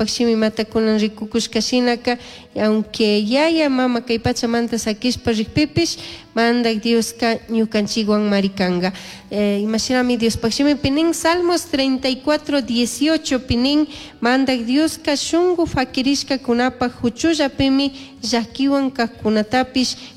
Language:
Chimborazo Highland Quichua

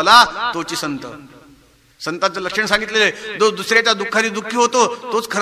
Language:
Marathi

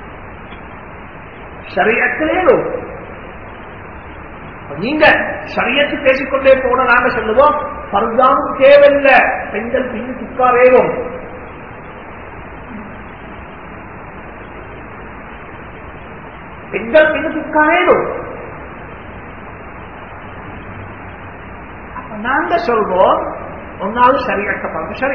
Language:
Tamil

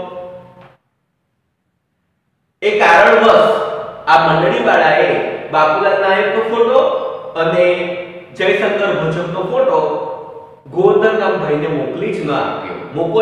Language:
Gujarati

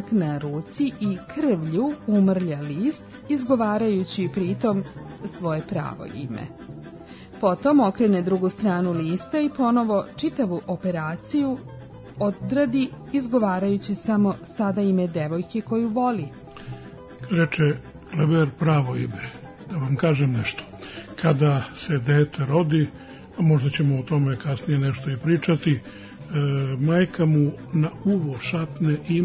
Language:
Serbian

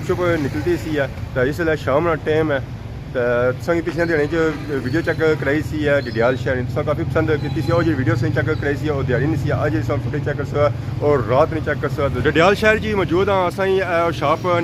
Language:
Pahari-Potwari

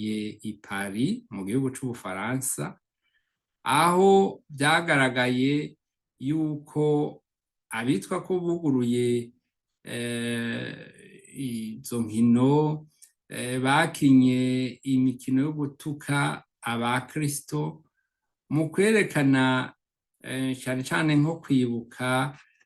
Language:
Rundi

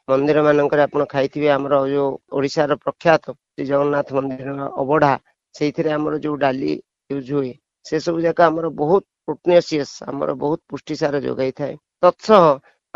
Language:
Odia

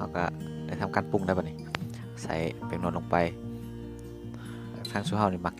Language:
Lao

